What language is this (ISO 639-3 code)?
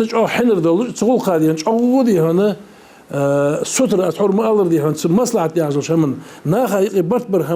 inh